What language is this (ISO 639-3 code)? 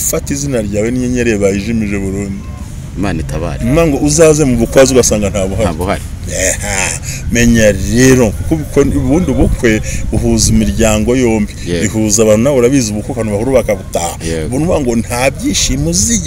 kin